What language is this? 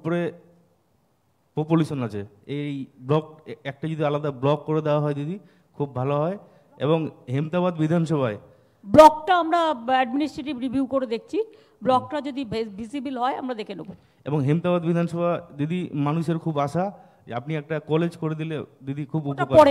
Bangla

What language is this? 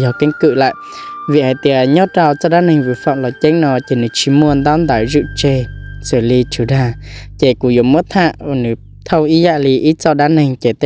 Hmong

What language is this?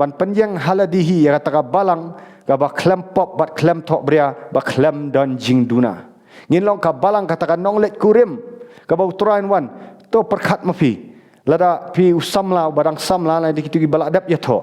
Khasi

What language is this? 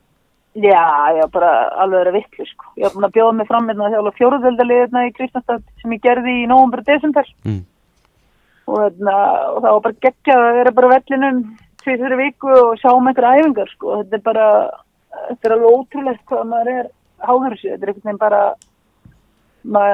Icelandic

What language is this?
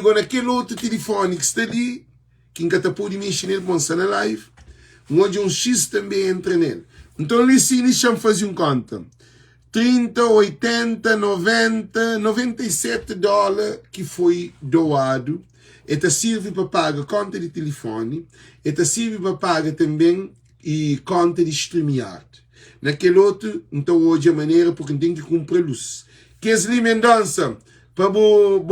Kabuverdianu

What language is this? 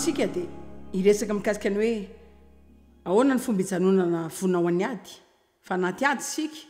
Malagasy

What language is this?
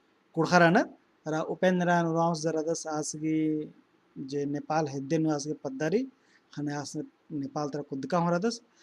Kurukh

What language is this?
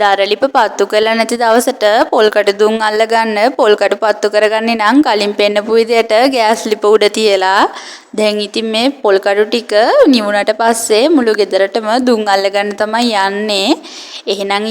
Sinhala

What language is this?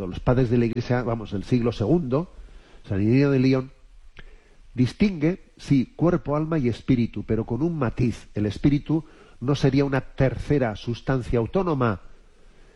Spanish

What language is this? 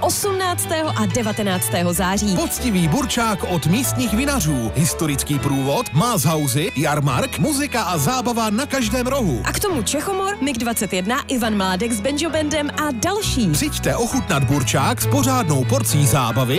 Czech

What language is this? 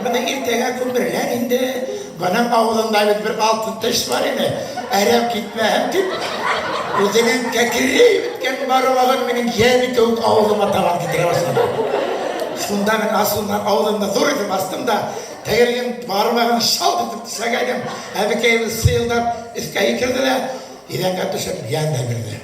Bashkir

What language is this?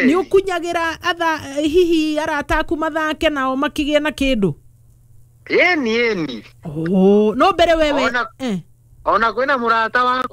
Kikuyu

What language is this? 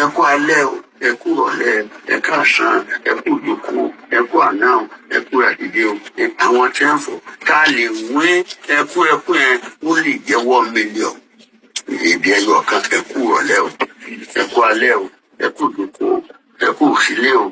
Yoruba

